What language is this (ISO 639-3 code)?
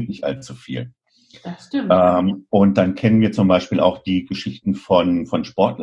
deu